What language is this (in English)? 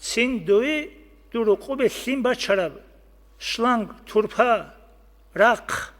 Avaric